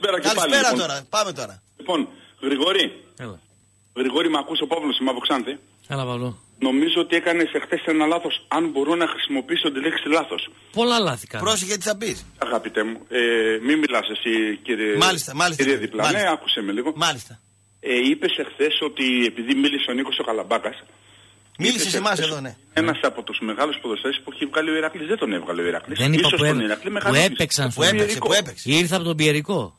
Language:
Greek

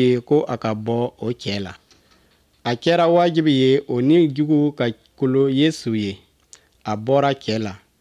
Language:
Bambara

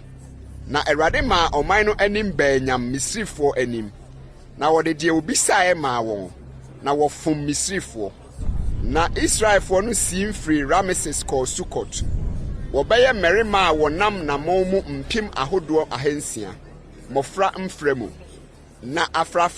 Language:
Akan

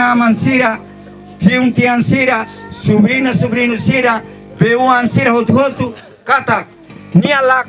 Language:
Tetum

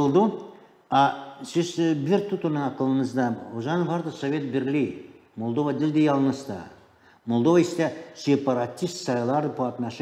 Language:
Gagauz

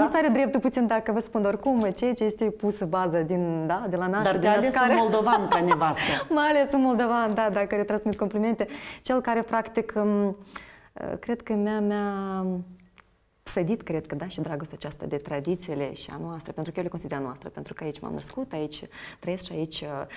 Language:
Romanian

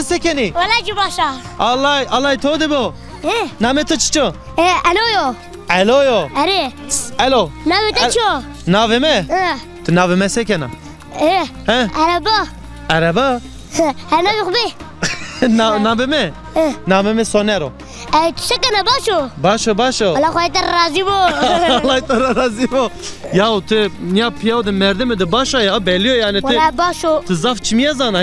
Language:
Zaza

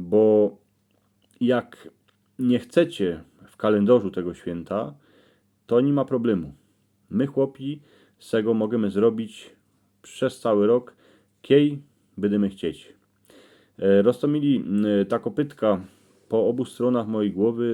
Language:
Silesian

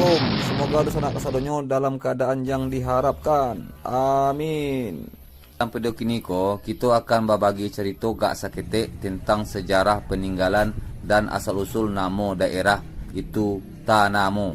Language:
Minangkabau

